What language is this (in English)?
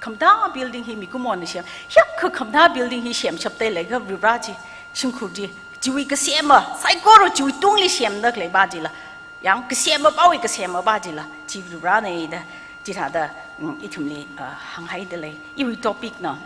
Tangkhul Naga (India)